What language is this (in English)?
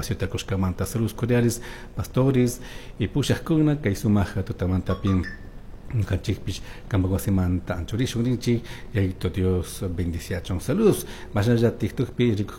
Chimborazo Highland Quichua